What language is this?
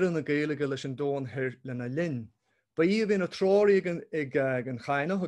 Irish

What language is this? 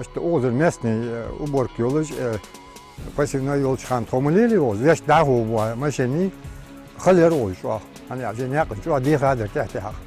Ingush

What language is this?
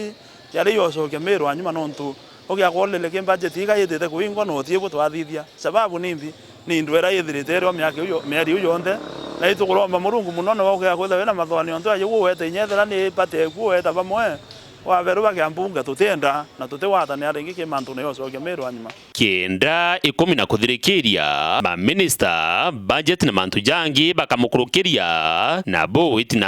Meru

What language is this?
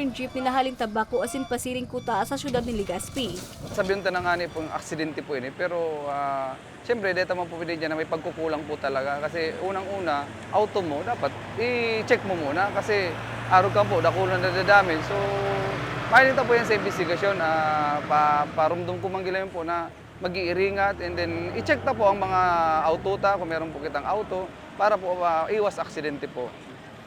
Bikol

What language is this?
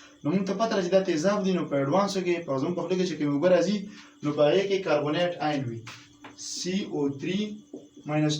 Pashto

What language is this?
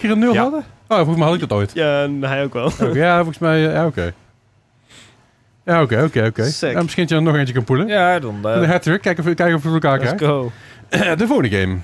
Dutch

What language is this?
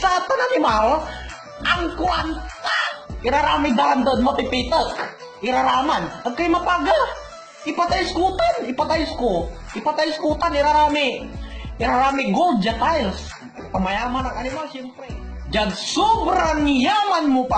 Pangasinan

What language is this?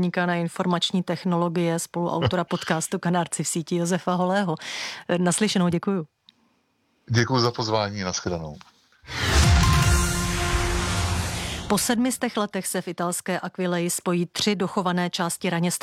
Czech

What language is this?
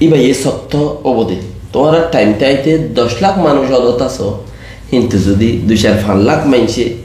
Rohingya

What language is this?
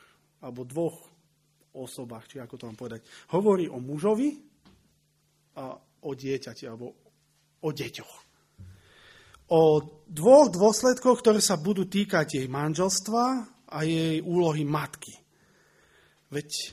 Slovak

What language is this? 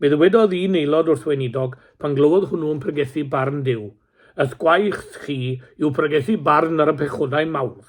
Welsh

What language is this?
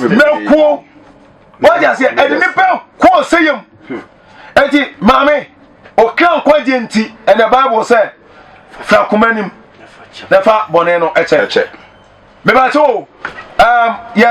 Akan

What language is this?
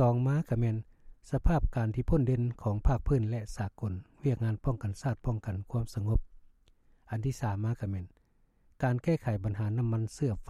Lao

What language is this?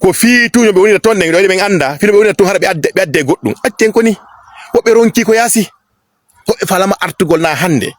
Fula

